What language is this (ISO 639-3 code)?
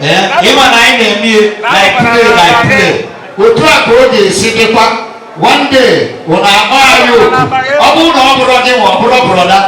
ibo